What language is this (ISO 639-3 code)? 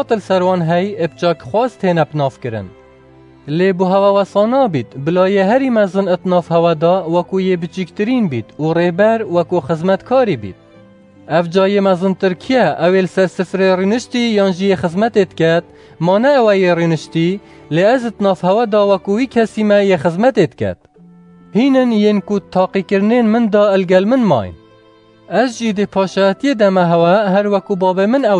kur